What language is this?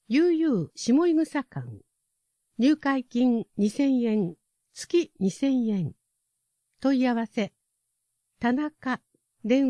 Japanese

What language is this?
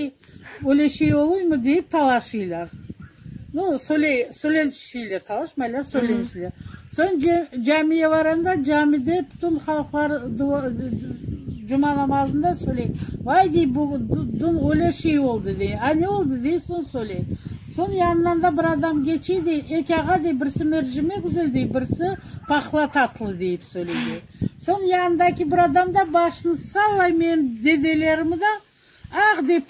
Crimean Tatar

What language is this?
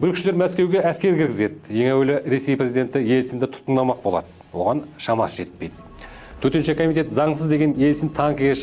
Kazakh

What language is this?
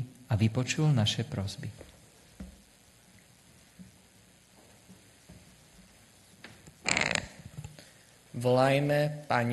Slovak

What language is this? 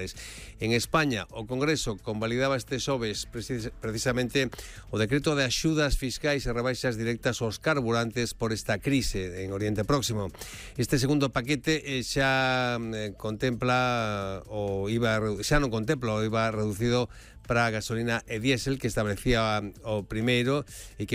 Galician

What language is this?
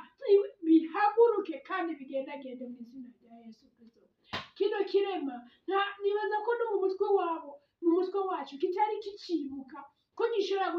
Rundi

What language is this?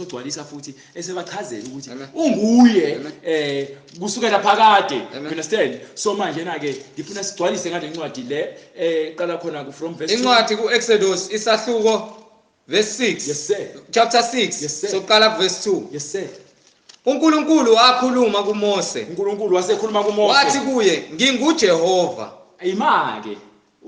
Zulu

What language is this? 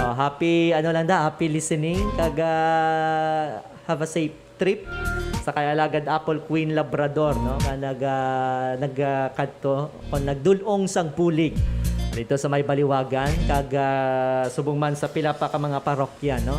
Hiligaynon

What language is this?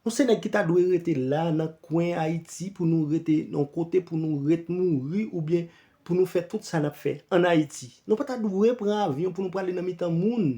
Haitian Creole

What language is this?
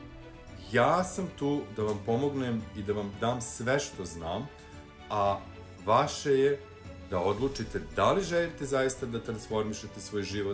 Serbian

